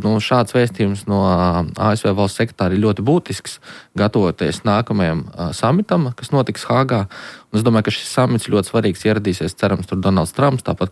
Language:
Latvian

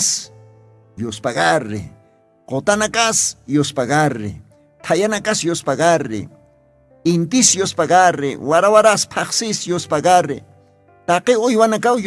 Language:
Aymara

